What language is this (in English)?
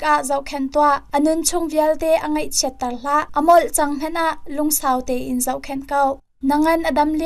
Hakha Chin